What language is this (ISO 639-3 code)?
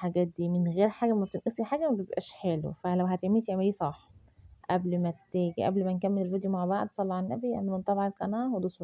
arz